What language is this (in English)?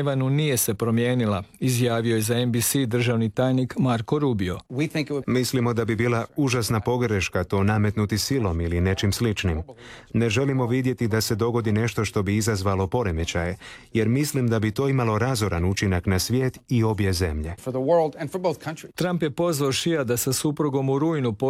Croatian